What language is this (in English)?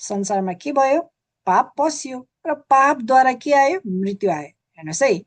Nepali